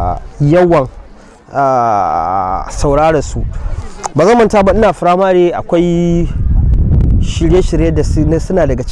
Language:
Hausa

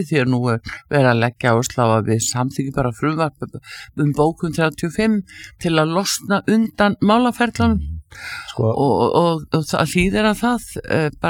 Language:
Icelandic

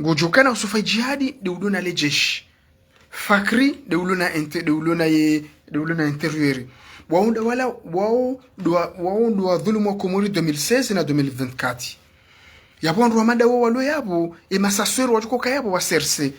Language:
Ngazidja Comorian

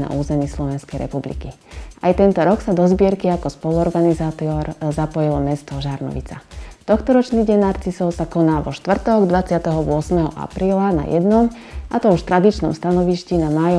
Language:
Slovak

